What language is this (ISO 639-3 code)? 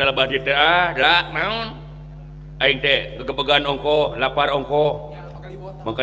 sun